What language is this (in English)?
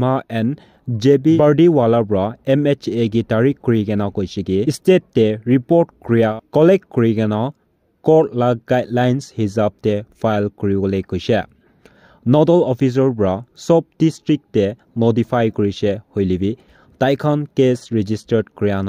Naga Pidgin